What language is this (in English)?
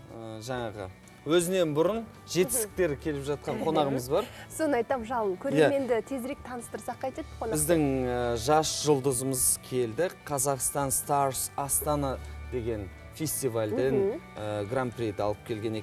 Kazakh